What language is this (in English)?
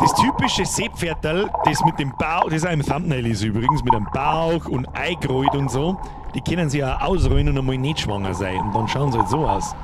Bavarian